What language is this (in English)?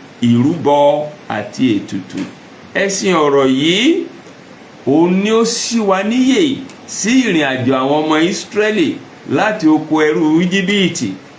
Yoruba